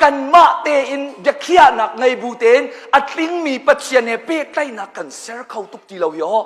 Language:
Hakha Chin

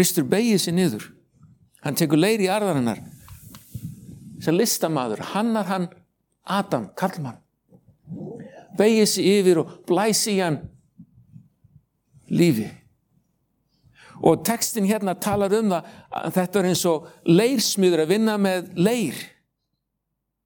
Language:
Icelandic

